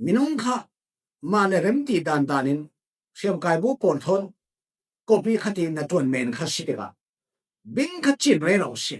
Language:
Falam Chin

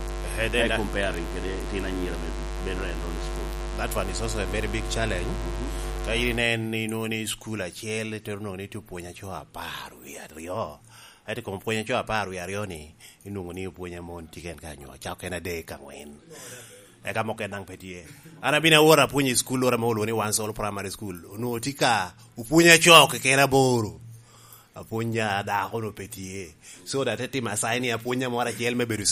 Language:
Lango (Uganda)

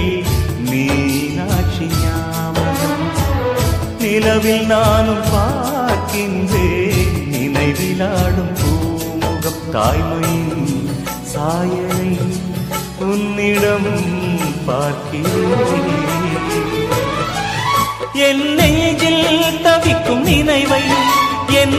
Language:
Tamil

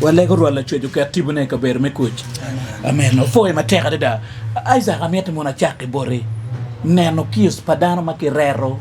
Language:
Acoli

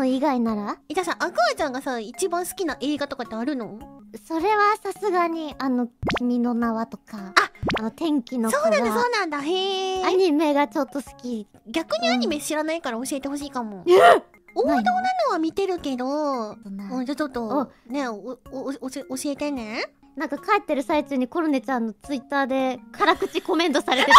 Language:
Japanese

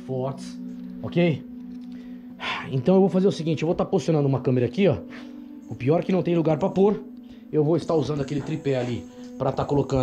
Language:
Portuguese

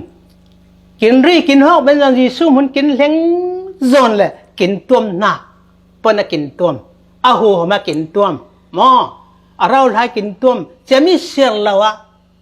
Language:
Falam Chin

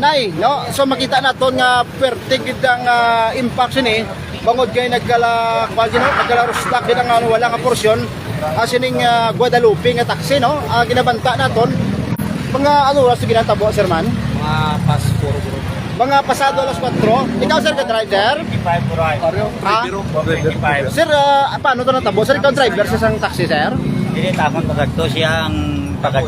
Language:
Hiligaynon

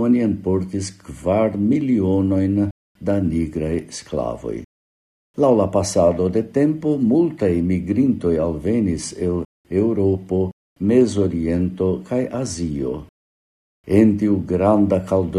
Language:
Esperanto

